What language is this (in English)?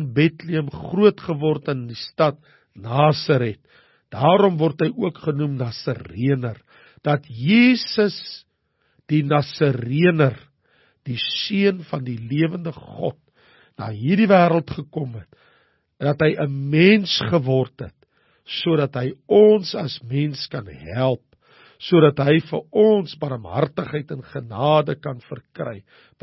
Afrikaans